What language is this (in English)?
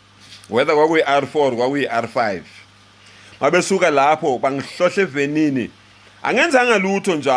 Zulu